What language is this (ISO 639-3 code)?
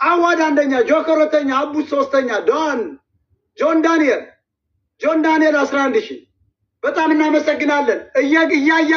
amh